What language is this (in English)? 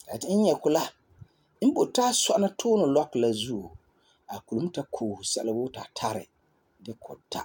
Frafra